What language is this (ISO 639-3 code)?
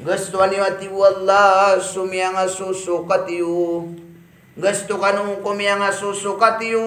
mrw